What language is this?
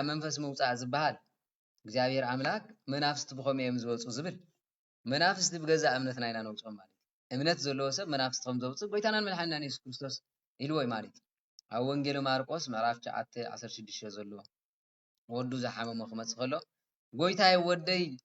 Tigrinya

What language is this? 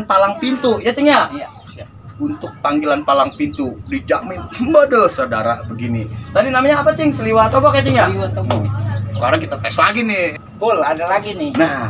Betawi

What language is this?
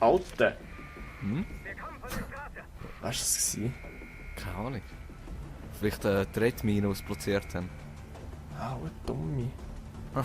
Swiss German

